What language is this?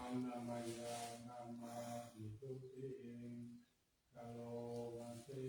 Pali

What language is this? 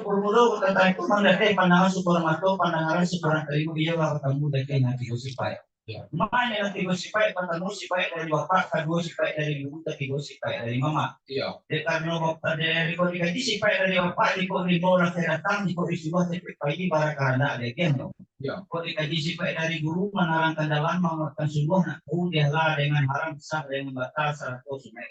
Minangkabau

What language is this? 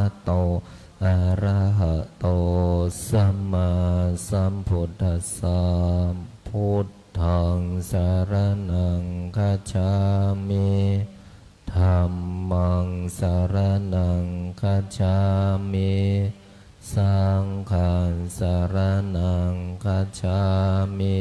Pali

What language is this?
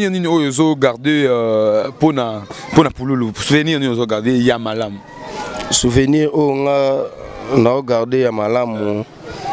Lingala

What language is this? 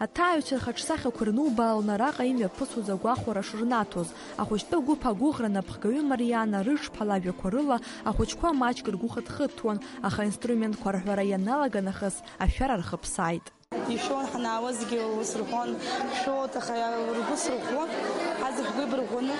Abkhazian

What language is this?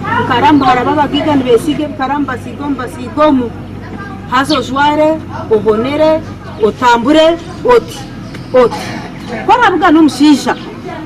Nyankole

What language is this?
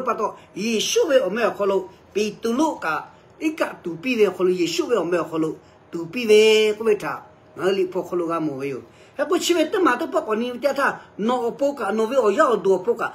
Lahu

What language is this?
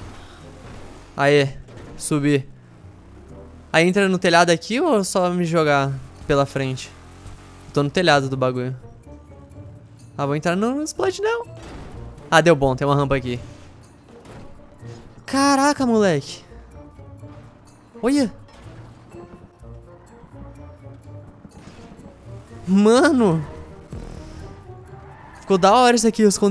Portuguese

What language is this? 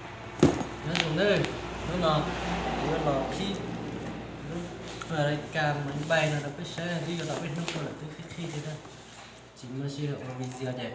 Hmong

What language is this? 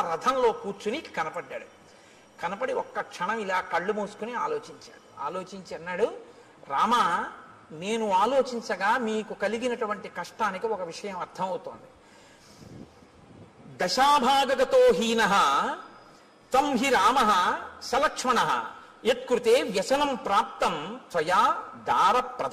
Telugu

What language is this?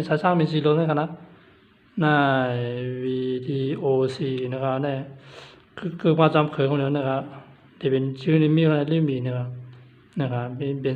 Shan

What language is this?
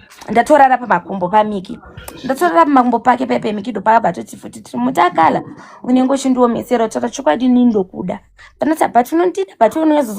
Shona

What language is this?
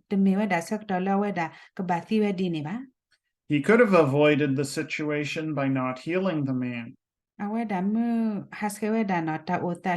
S'gaw Karen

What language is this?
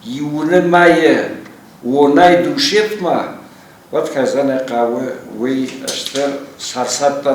Ossetic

